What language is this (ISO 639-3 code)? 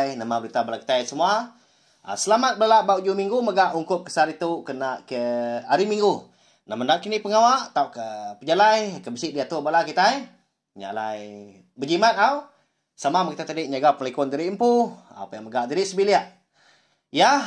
iba